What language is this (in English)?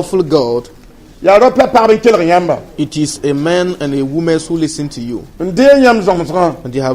Mossi